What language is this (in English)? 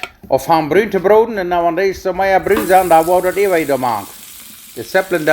Plautdietsch